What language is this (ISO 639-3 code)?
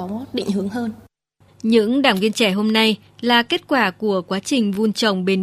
vie